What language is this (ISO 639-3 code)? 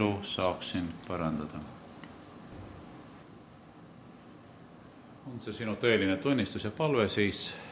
est